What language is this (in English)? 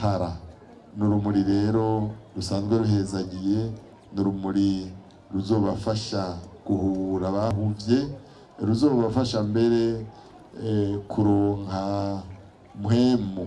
Rundi